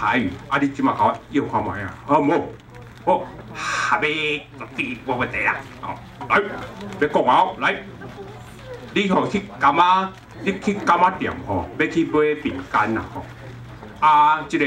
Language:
Min Nan Chinese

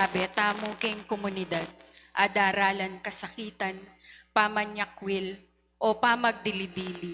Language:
Pampanga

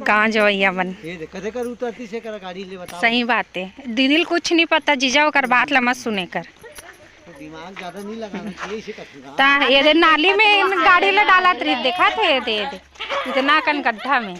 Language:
Chhattisgarhi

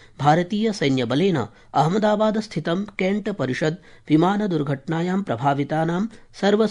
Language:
Sanskrit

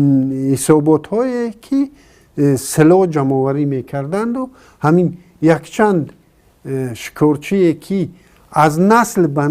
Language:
Tajik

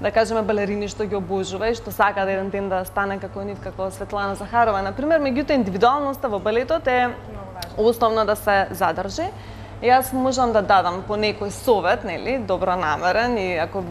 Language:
Macedonian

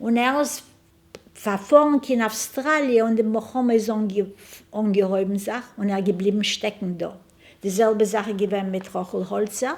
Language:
Yiddish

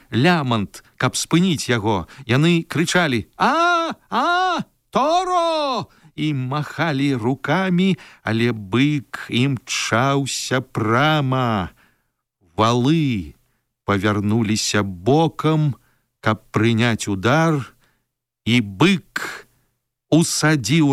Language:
Belarusian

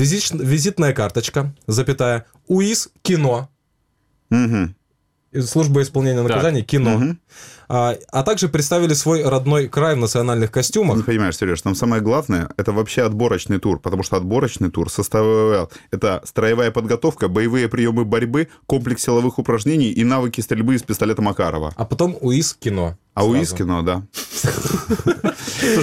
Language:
Russian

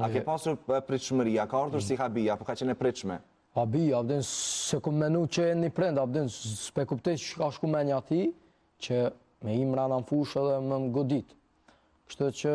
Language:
Albanian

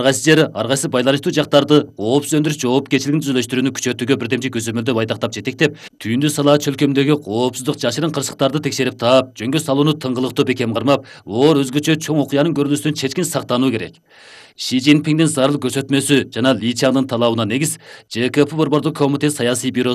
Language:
Kyrgyz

